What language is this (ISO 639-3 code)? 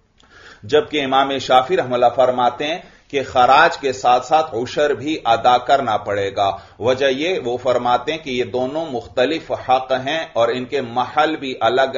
urd